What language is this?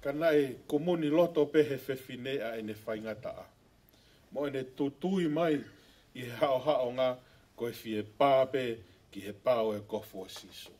Tongan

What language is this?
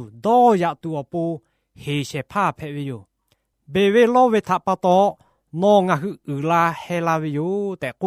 Lahu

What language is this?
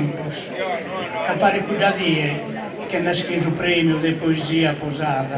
Sardinian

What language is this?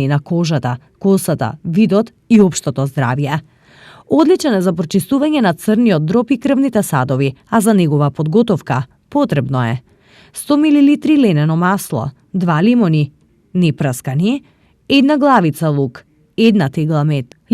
Macedonian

